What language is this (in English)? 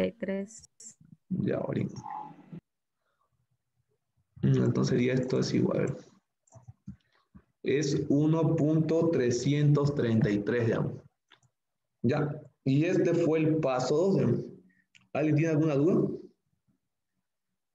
Spanish